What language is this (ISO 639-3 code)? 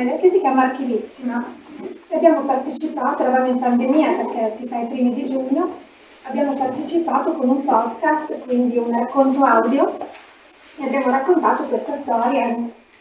ita